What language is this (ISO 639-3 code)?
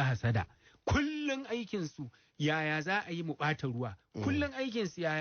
hau